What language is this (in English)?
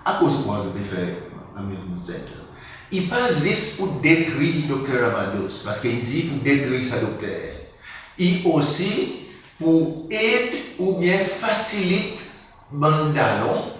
Seselwa Creole French